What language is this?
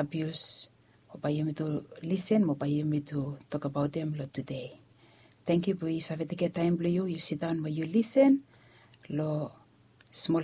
Bislama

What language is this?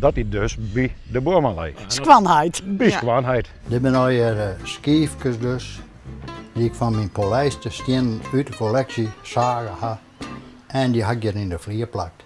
Western Frisian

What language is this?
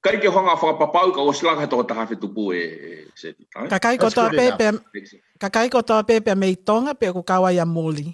Tongan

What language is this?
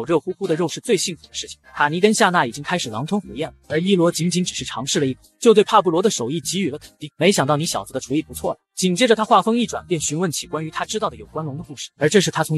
Chinese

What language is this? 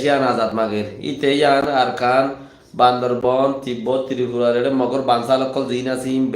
Rohingya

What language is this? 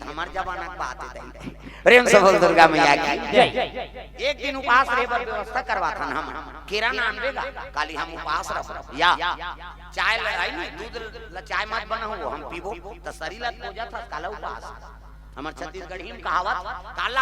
Chhattisgarhi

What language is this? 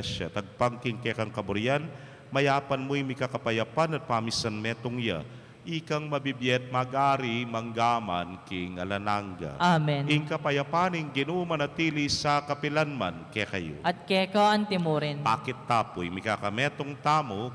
Pampanga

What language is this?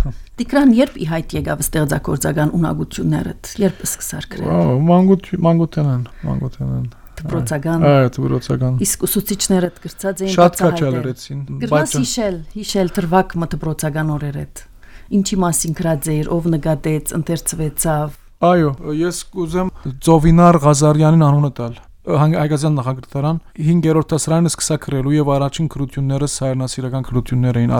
Armenian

